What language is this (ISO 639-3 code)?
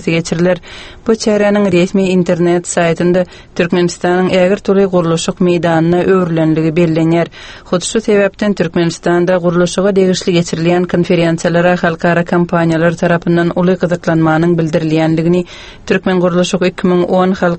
tuk